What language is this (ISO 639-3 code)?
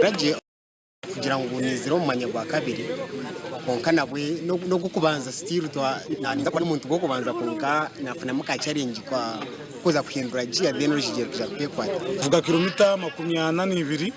nyn